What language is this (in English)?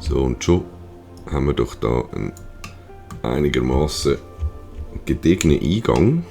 Swiss German